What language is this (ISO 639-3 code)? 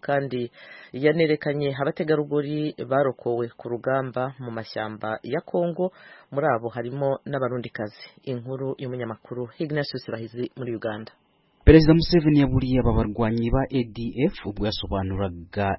kin